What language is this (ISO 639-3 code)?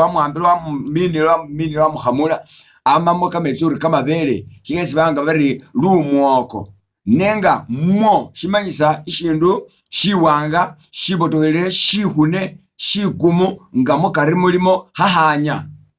myx